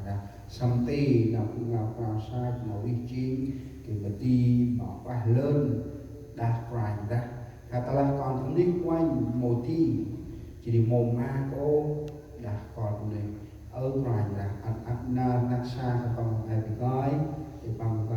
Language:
Central Mnong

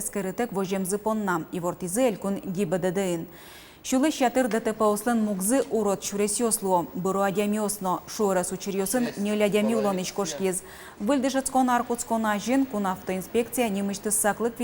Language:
Udmurt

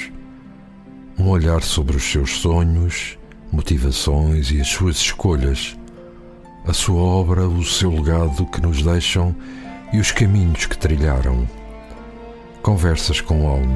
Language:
Portuguese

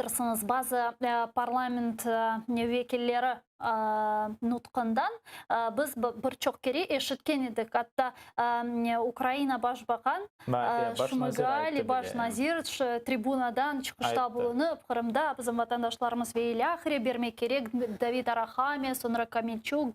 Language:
Crimean Tatar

